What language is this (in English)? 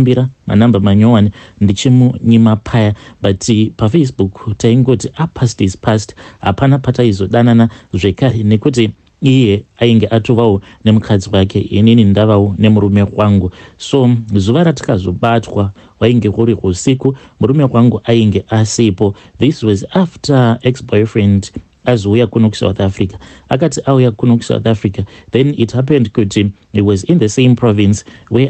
Shona